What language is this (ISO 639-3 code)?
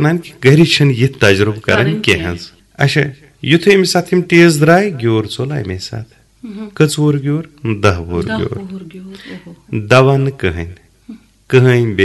kas